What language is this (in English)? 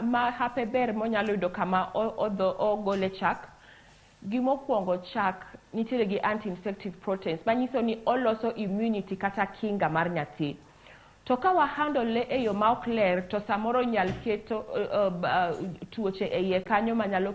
Luo (Kenya and Tanzania)